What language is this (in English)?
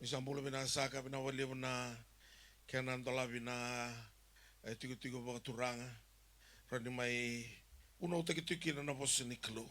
Fijian